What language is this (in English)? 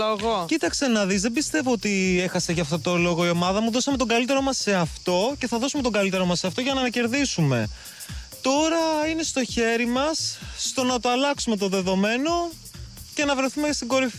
Greek